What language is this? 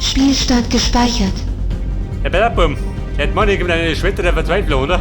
Bavarian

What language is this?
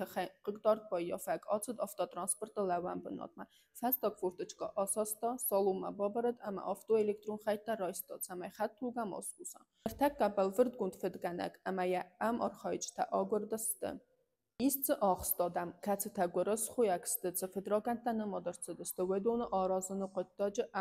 Ossetic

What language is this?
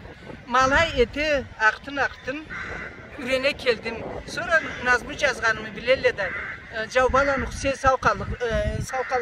Karachay-Balkar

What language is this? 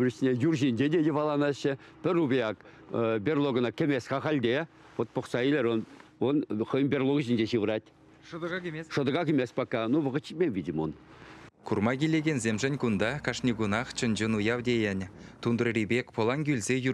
Chuvash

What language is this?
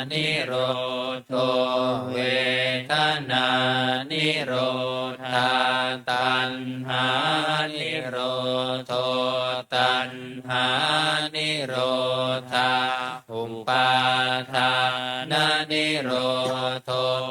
Pali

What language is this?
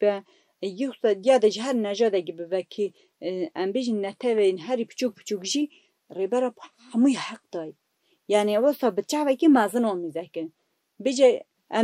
Kurdish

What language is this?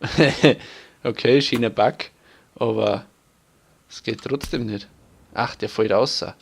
Bavarian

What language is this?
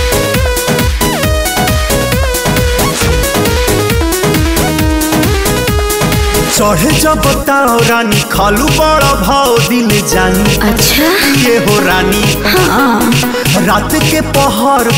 Bhojpuri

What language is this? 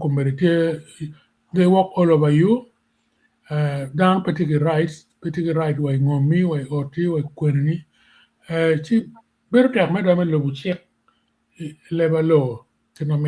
Acoli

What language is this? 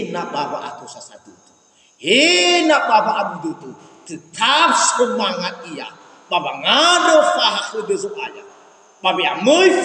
Nias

